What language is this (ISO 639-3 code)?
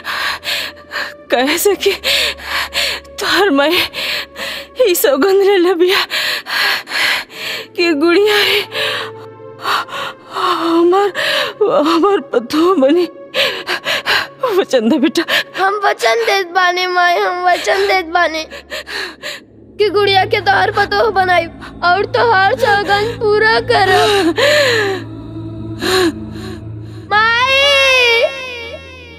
bho